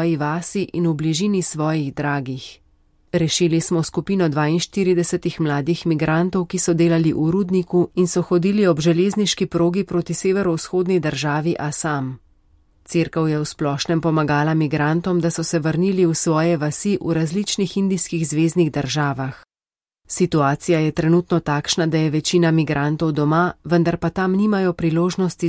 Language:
Slovenian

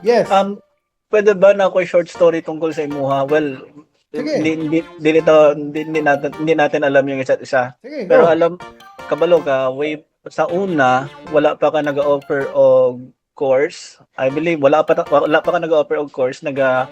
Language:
Cebuano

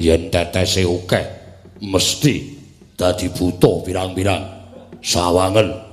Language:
Javanese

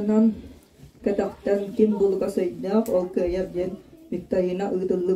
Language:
Yakut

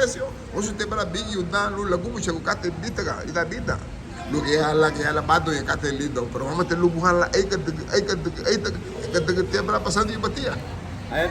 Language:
Garifuna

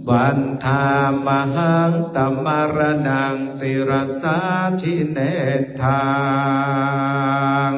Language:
Pali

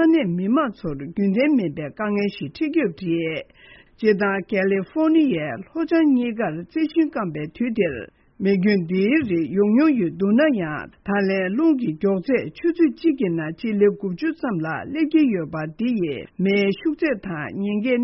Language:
Tibetan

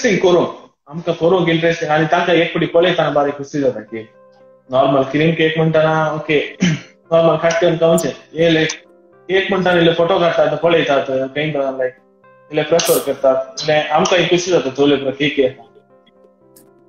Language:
Konkani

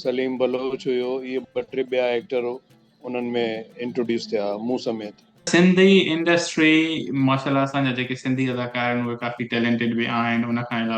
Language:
Sindhi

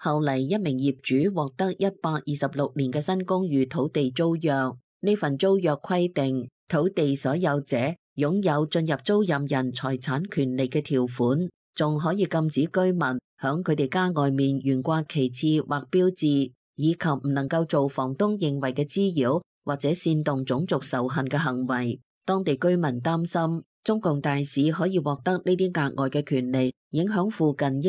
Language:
Cantonese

